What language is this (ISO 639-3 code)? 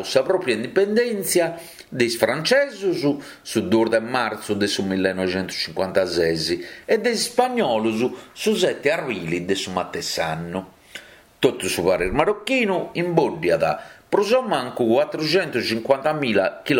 srd